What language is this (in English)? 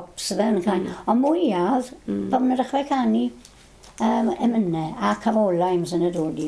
Welsh